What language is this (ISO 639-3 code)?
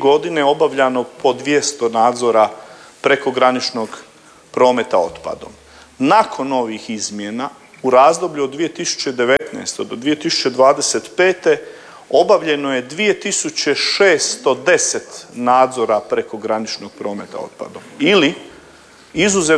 hrv